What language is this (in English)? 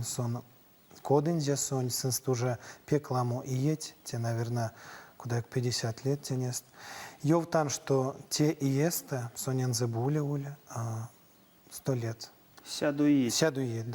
Erzya